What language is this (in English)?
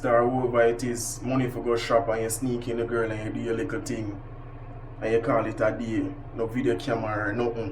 Jamaican Creole English